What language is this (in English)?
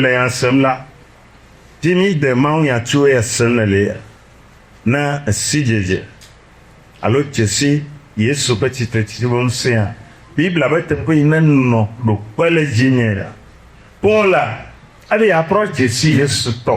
Ewe